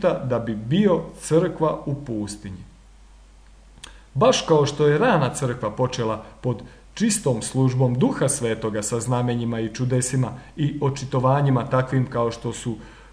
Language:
Croatian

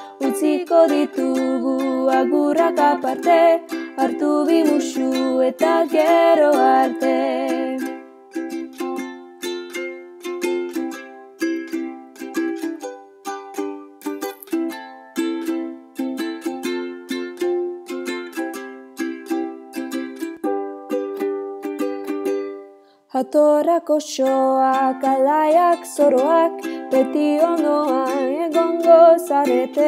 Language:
Basque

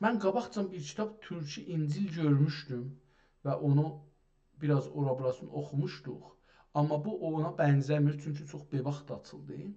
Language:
South Azerbaijani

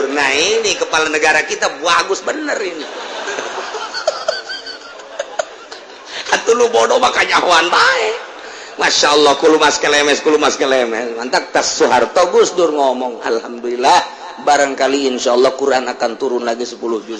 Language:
Sundanese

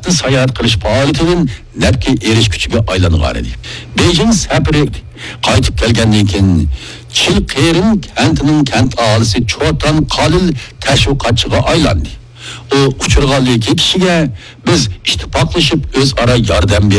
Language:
Uyghur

